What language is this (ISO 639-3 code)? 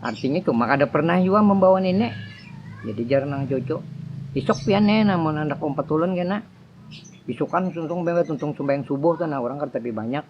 bjn